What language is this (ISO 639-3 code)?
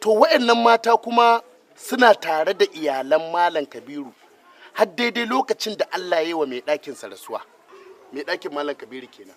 hau